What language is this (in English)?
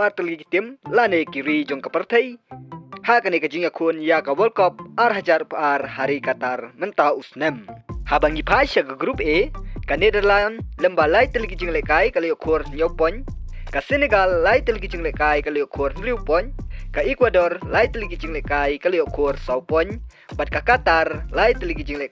Khasi